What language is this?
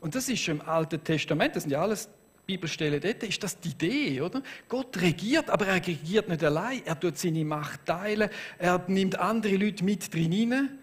Swiss German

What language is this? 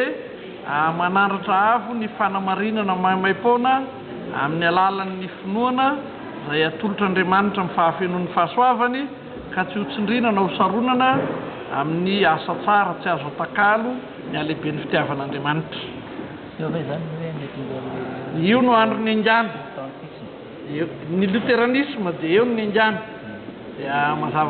Malagasy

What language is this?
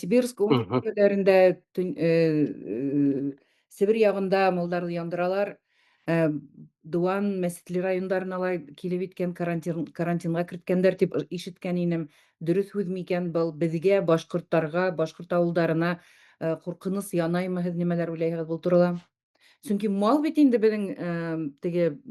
Bashkir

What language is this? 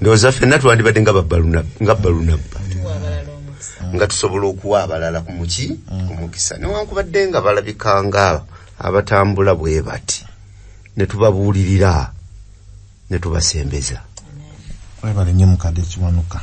Ganda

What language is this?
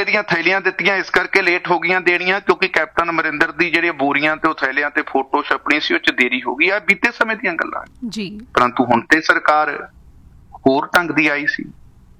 Punjabi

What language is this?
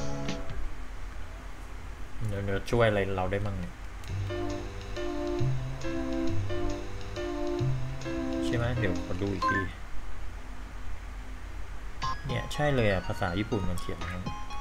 Thai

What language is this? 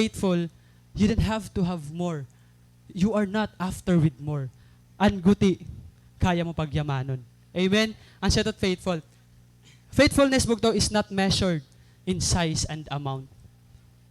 Waray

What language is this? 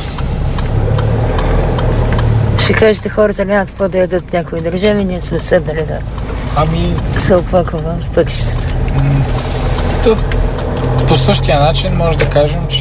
Bulgarian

